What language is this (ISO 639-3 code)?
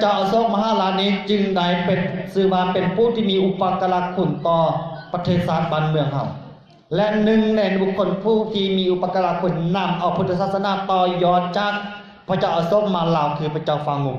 lao